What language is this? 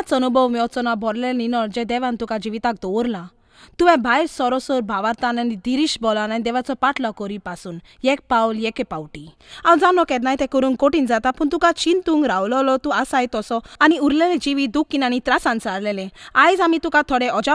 Konkani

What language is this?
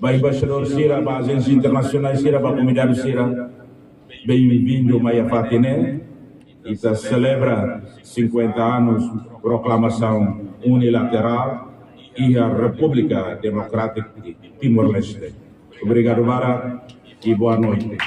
Tetum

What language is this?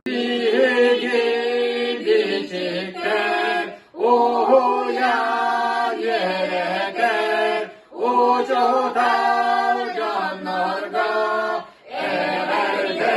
Yakut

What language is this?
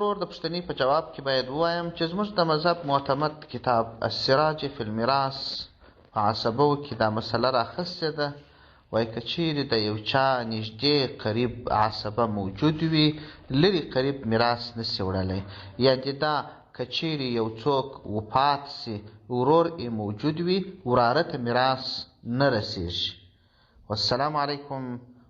Pashto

